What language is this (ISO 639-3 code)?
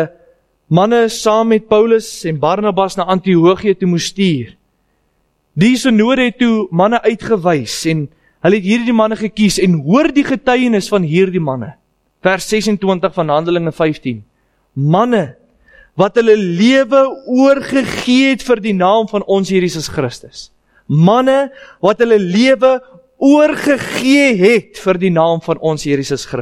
afr